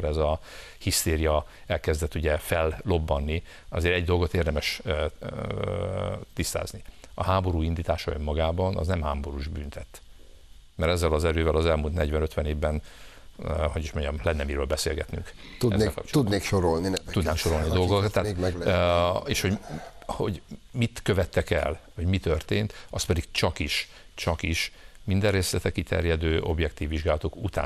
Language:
Hungarian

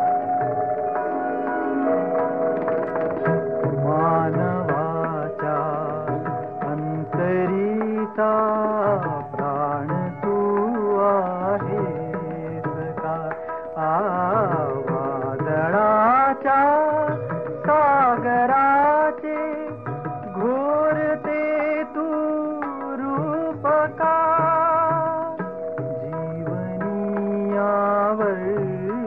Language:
Marathi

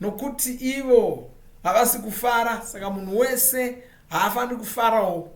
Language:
Shona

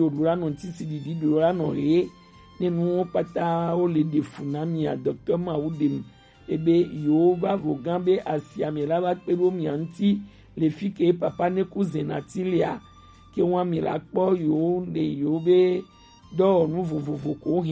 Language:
Gen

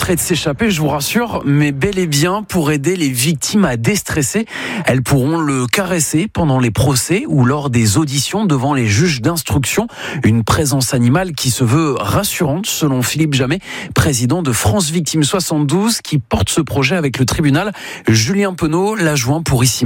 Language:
French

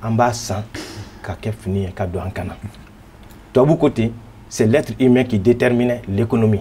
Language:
Bambara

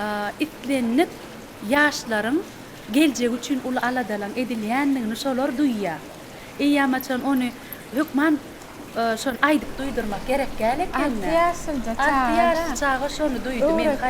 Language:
Turkmen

